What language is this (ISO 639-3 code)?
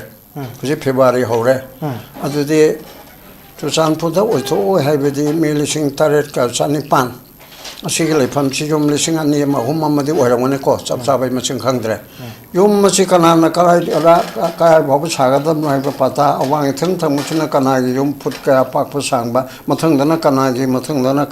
mni